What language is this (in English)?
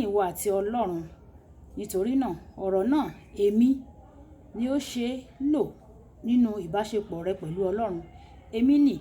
Yoruba